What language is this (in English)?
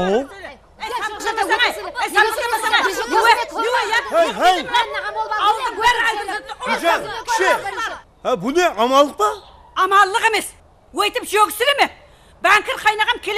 Kara-Kalpak